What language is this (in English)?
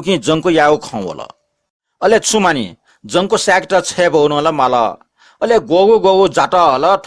Newari